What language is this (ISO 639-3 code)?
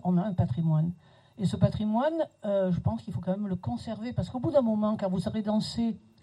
fra